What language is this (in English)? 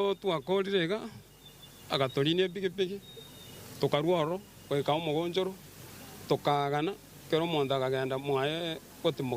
Gusii